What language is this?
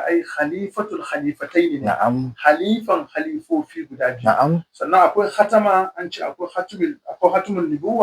Hausa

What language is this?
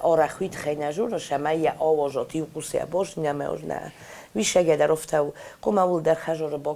Ossetic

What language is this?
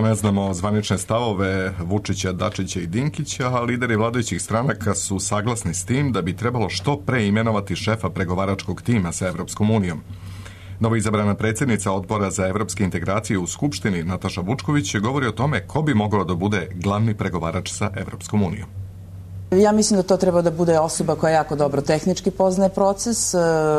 Serbian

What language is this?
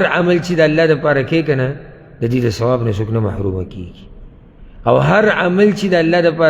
Pashto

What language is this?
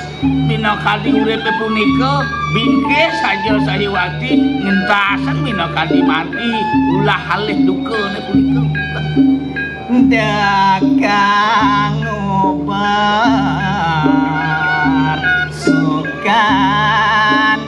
Balinese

